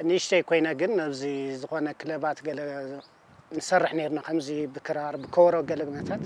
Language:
Tigrinya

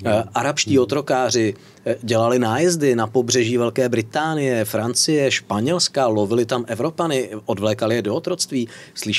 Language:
Czech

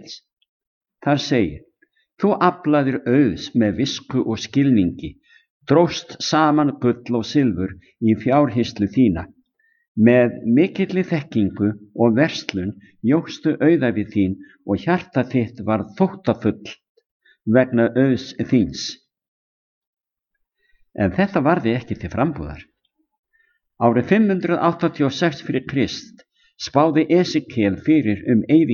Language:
Icelandic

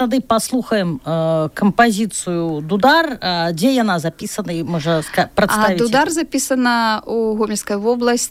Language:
Belarusian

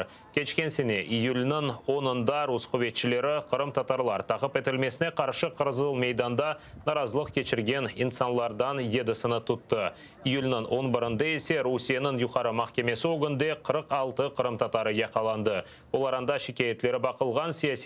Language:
Crimean Tatar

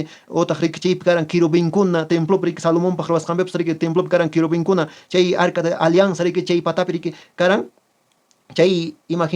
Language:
Quechua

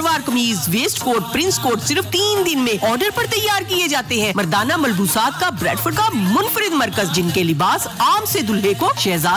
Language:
Urdu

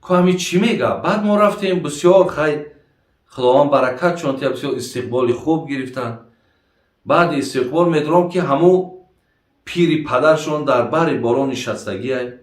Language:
Tajik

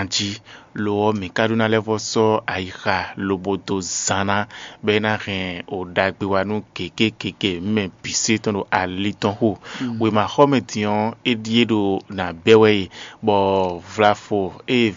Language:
Fon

